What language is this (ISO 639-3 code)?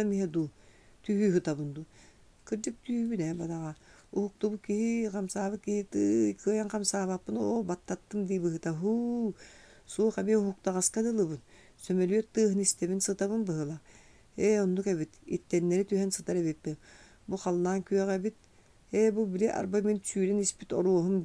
sah